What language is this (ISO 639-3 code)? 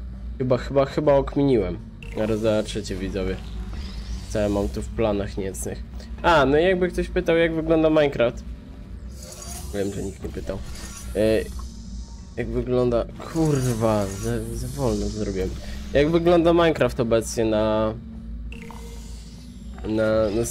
pol